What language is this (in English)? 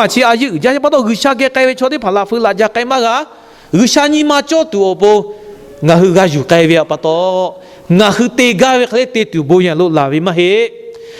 Lahu